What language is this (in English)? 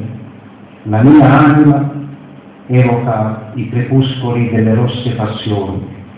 Italian